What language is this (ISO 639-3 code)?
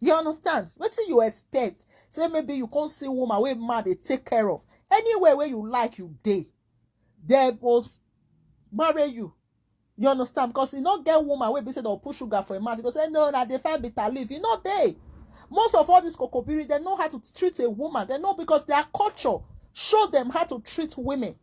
pcm